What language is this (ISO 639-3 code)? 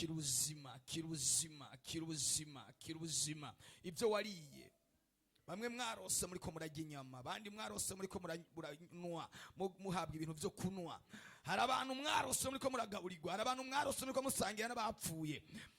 run